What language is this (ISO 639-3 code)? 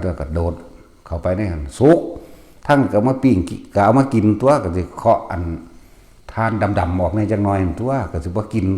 tts